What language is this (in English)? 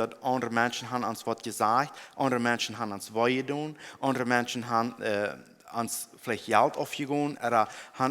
Plautdietsch